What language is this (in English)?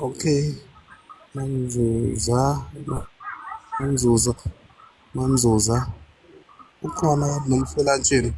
Zulu